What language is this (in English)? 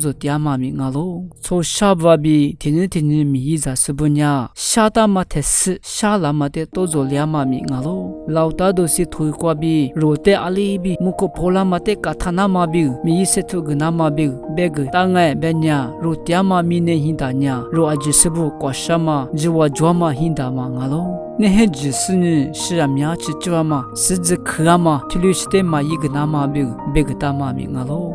Lisu